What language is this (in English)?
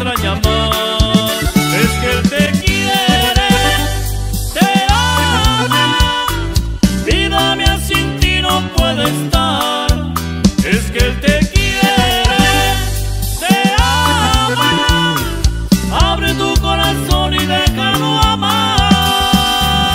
Spanish